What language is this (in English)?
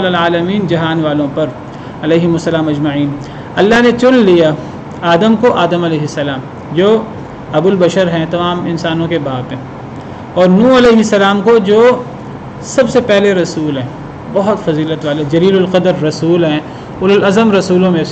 Urdu